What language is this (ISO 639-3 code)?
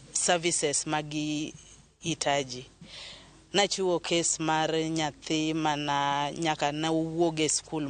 luo